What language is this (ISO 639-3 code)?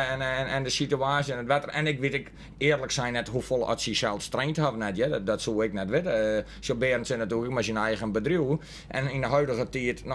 fry